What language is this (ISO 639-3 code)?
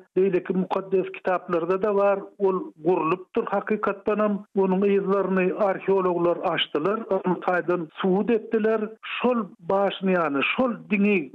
tuk